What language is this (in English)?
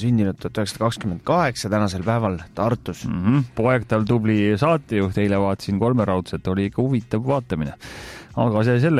Estonian